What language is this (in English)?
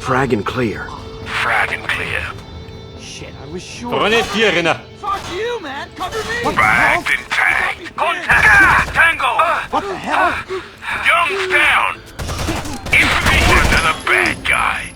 Bavarian